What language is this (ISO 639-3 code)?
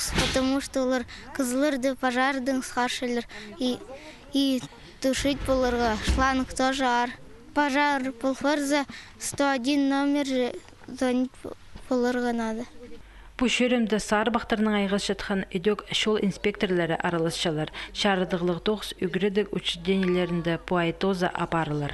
kjh